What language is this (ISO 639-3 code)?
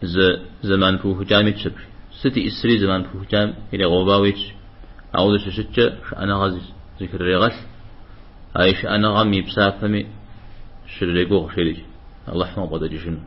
kbd